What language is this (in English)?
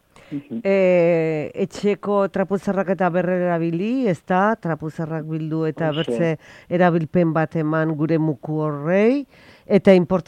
Basque